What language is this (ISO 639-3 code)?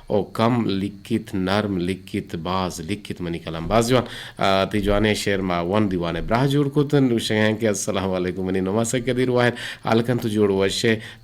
bgp